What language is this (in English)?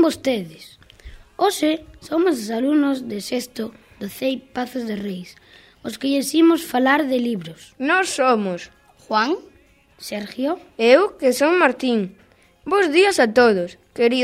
Galician